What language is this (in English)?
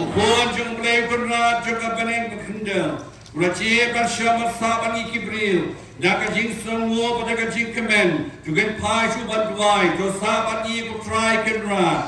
Khasi